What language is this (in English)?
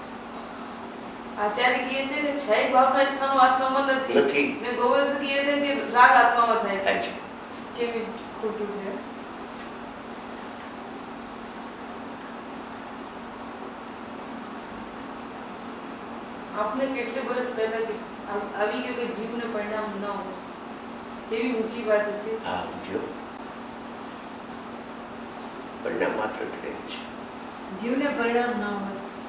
Gujarati